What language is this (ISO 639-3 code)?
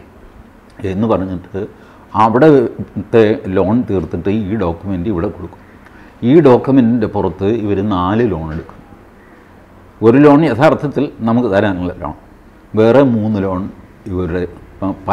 mal